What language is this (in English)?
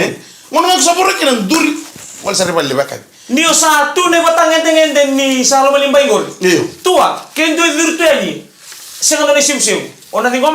Fijian